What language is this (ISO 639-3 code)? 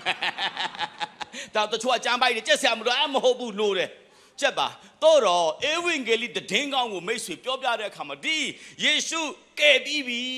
mya